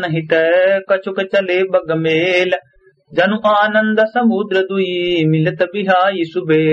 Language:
Awadhi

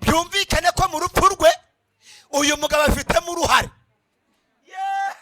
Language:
Kinyarwanda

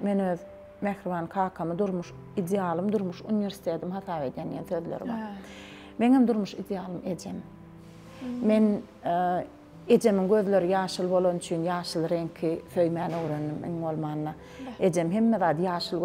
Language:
Turkmen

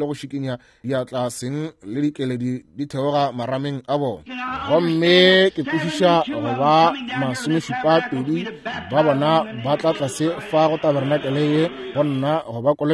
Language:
Northern Sotho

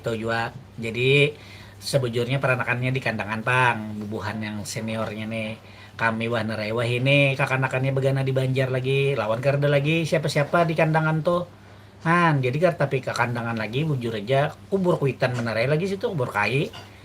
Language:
Banjar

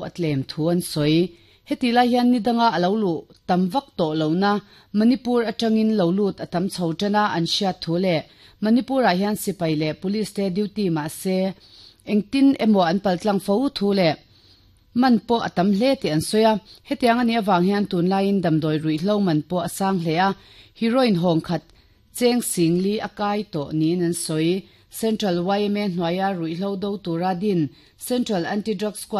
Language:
Mizo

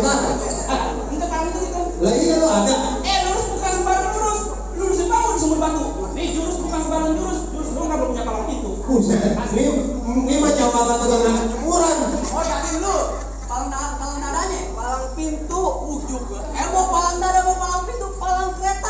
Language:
Betawi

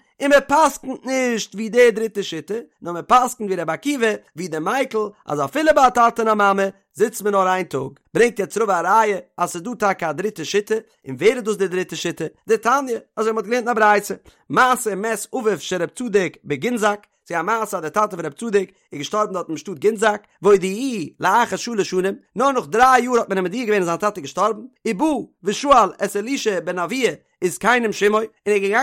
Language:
Yiddish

